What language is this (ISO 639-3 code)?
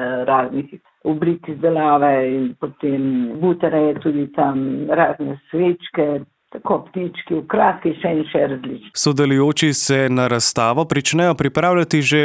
slv